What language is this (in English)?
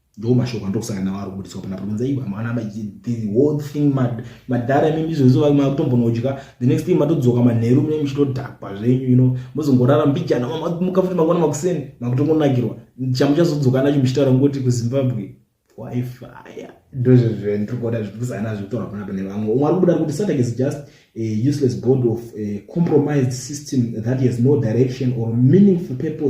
Shona